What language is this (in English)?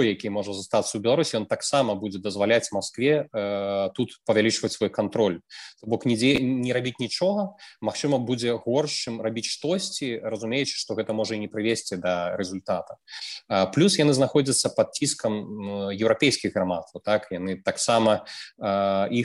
Belarusian